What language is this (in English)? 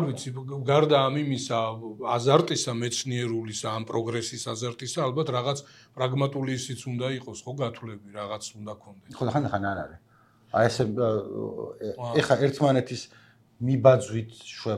Georgian